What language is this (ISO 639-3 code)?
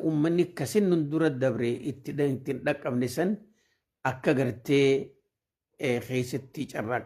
orm